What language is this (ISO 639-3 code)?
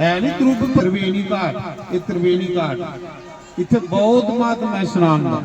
doi